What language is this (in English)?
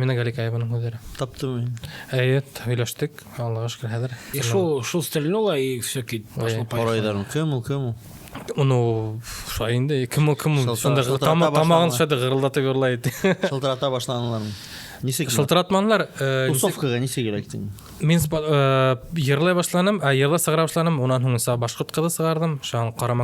Bashkir